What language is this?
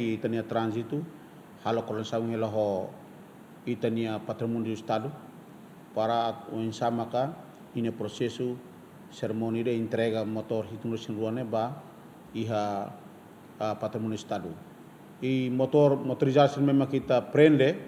Tetum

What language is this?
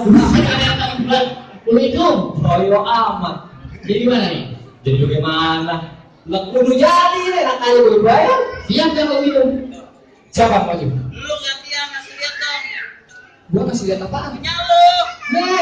Betawi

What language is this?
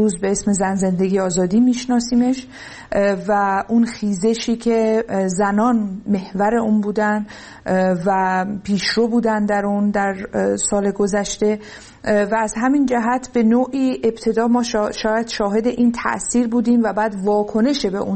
Persian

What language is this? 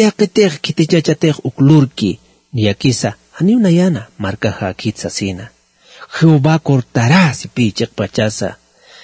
Aymara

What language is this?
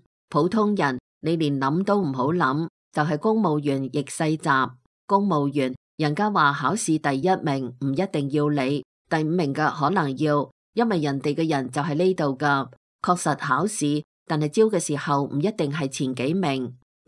Cantonese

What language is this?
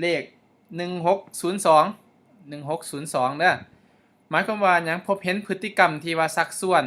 Lao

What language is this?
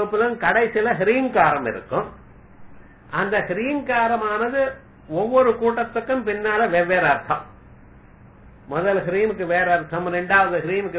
Tamil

